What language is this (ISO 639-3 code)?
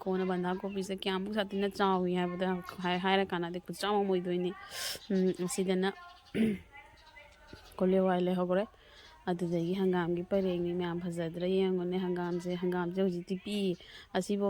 mni